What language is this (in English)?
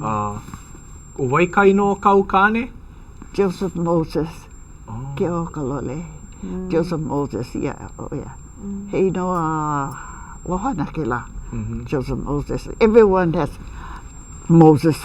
Hawaiian